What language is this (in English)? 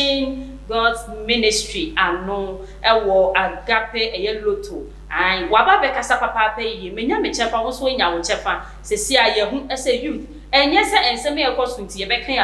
Akan